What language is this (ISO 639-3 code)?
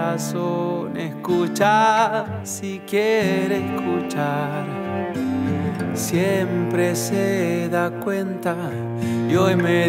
spa